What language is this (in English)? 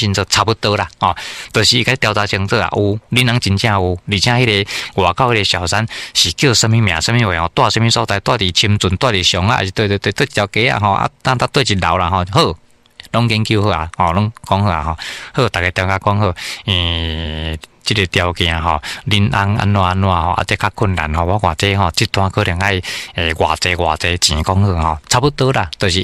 Min Nan Chinese